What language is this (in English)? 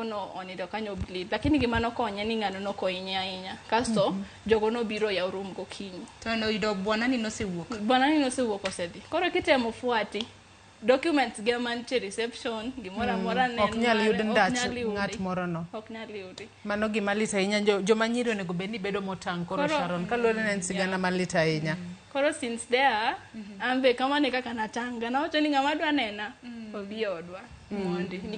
Luo (Kenya and Tanzania)